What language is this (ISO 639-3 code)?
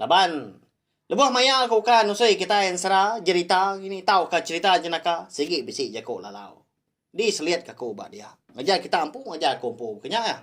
iba